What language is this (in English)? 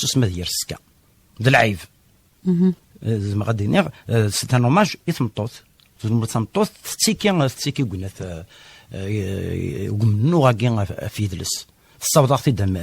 Kabyle